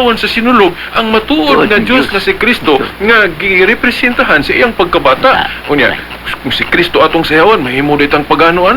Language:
Cebuano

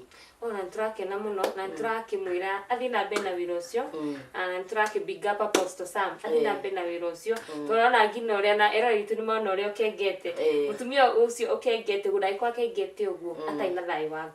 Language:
Kikuyu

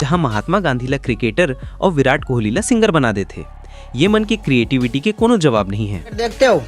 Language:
Chhattisgarhi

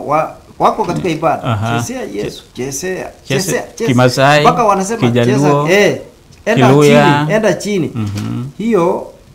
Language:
Swahili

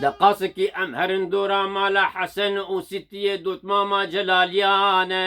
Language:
Kurdish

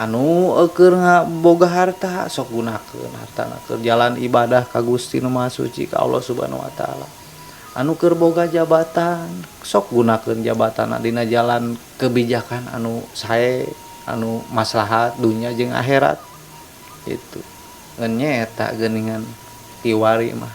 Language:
Sundanese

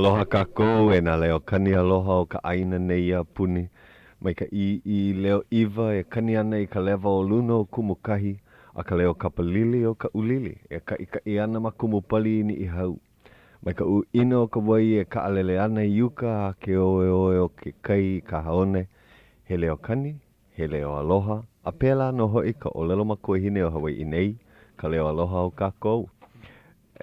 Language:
Hawaiian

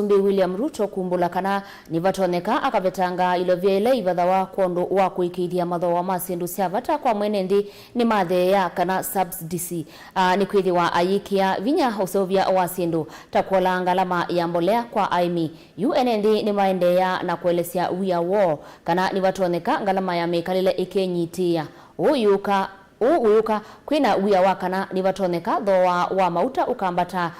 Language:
Kamba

